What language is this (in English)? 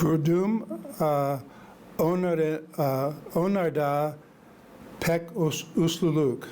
Gagauz